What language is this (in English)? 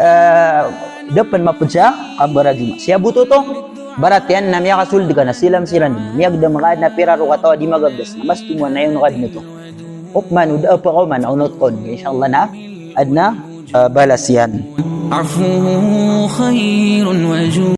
Maranao